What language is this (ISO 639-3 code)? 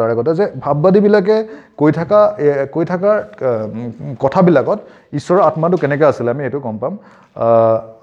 asm